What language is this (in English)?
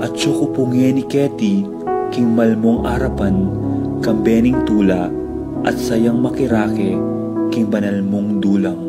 Pampanga